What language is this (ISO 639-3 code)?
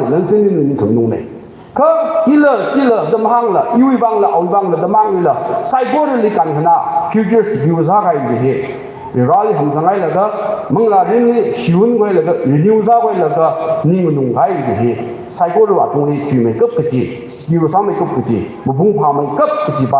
nmf